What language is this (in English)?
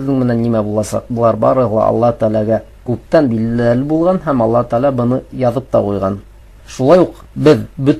Bashkir